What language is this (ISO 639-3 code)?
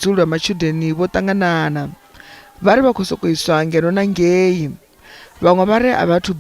ven